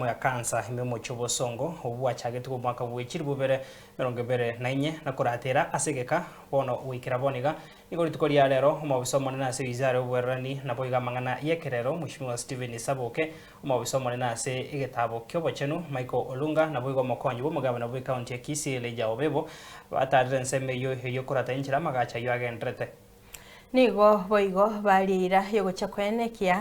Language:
Gusii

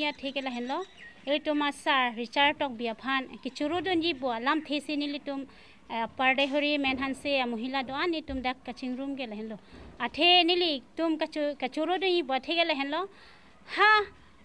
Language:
Karbi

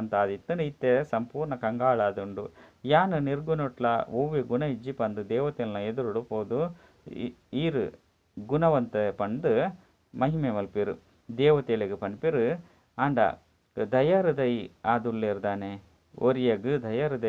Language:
Tulu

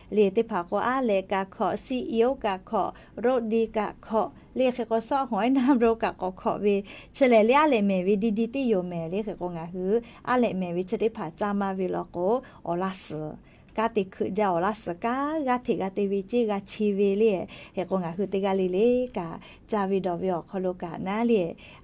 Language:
Lahu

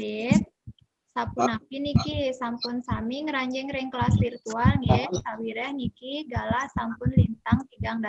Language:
Balinese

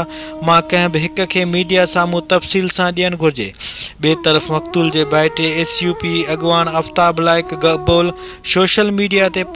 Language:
Sindhi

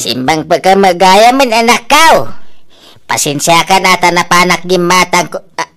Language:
Iloko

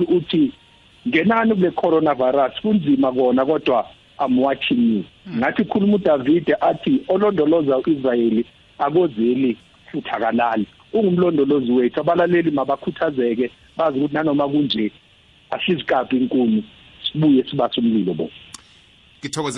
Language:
South Ndebele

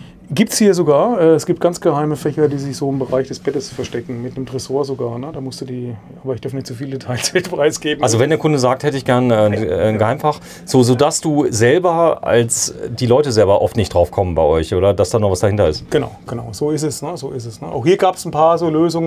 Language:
German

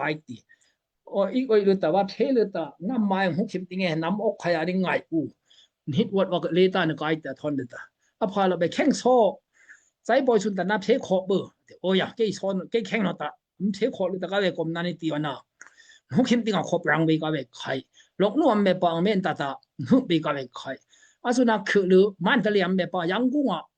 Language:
Daai Chin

